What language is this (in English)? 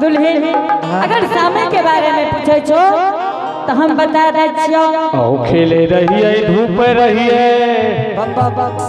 Angika